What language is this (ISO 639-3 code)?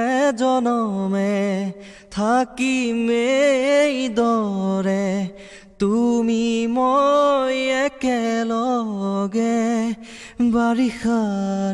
asm